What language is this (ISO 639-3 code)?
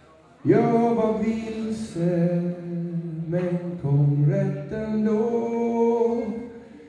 swe